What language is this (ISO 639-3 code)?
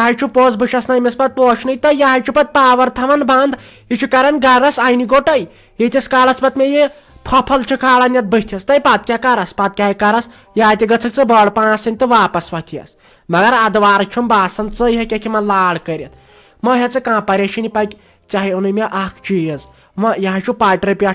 kas